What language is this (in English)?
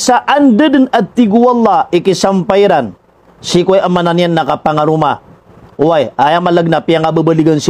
Maranao